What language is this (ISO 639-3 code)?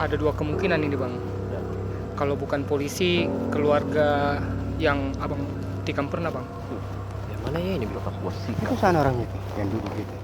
mfp